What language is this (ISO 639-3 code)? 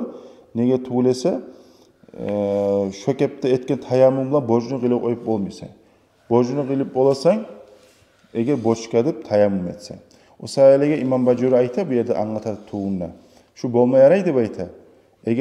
kum